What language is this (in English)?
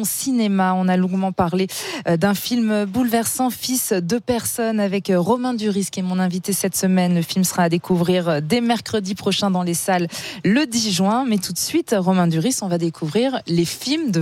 French